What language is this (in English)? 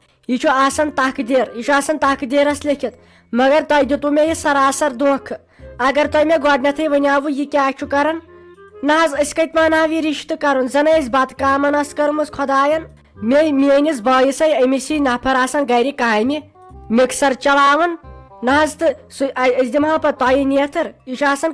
Kashmiri